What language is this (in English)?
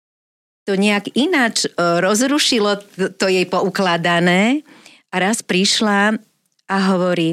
Slovak